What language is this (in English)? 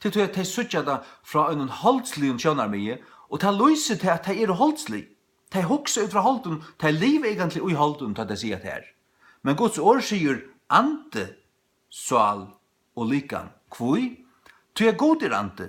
Faroese